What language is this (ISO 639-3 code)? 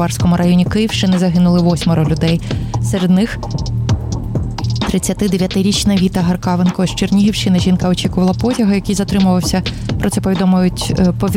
ukr